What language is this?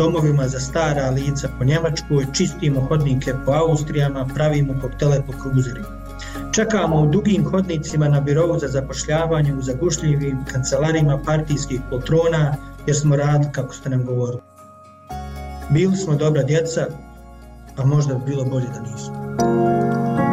Bosnian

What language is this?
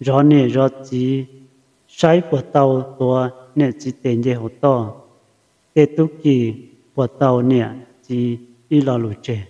Hmong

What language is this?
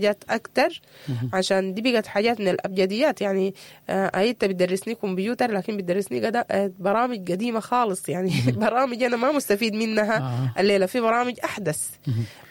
Sudanese Arabic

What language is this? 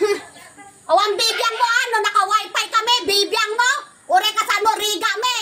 Iloko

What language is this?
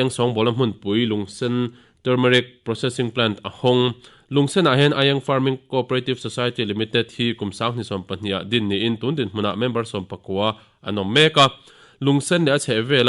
Mizo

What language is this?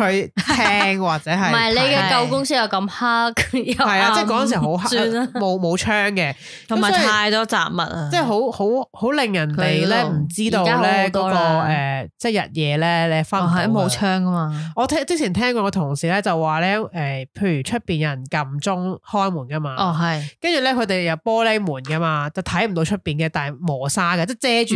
Cantonese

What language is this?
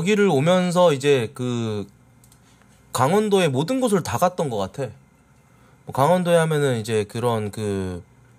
Korean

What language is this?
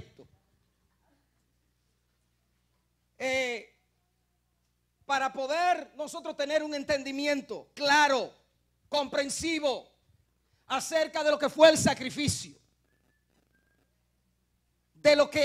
Spanish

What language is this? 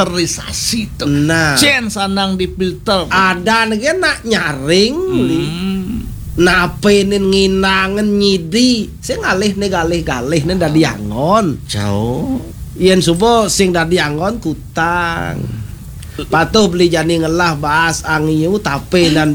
Balinese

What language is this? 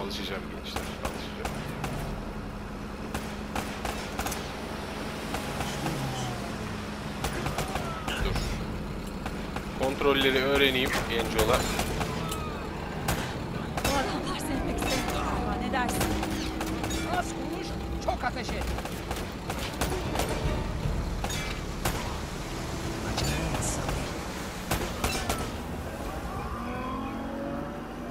Turkish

